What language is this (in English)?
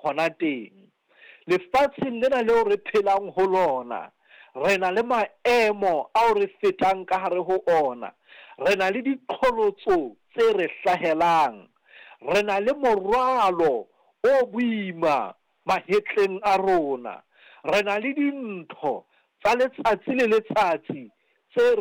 Southern Sotho